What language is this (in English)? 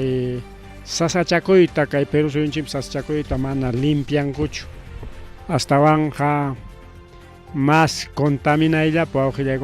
Ayacucho Quechua